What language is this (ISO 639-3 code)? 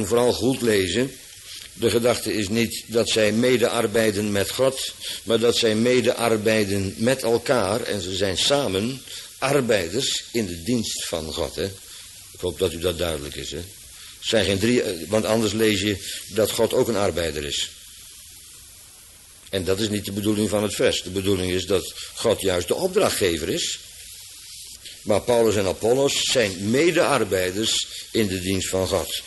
nld